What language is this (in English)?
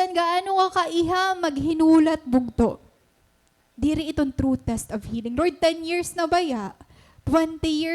Waray